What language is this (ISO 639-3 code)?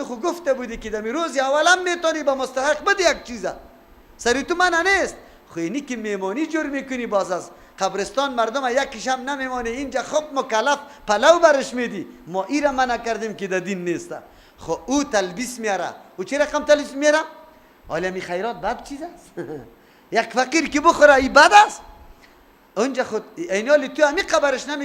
fas